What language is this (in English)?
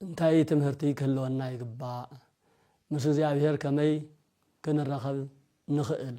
Tigrinya